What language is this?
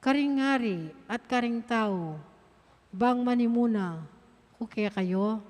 Pampanga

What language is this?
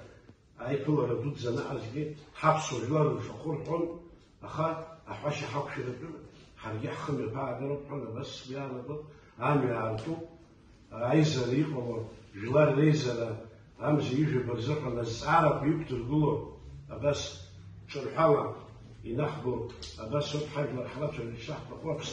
Abkhazian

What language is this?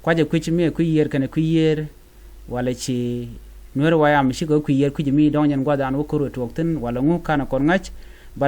Nuer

